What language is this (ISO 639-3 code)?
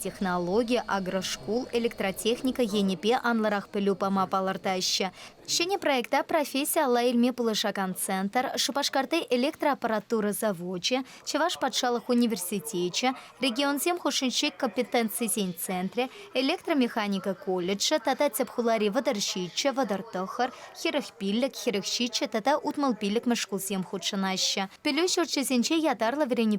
chv